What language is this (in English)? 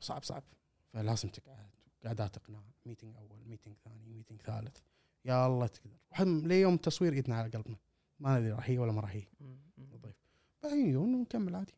Gulf Arabic